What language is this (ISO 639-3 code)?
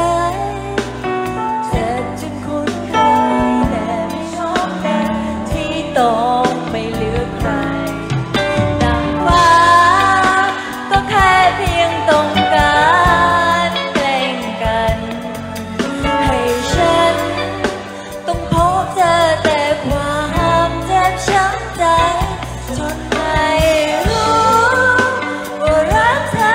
tha